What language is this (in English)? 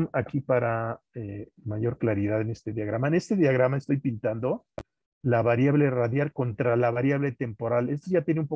Spanish